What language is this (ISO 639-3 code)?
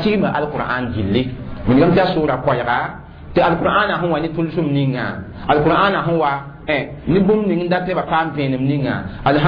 mos